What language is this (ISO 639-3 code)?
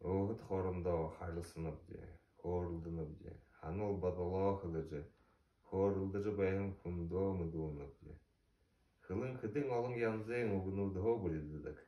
bua